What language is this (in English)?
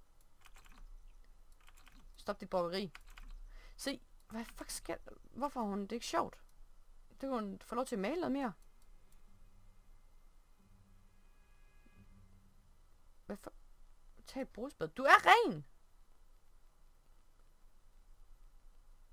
Danish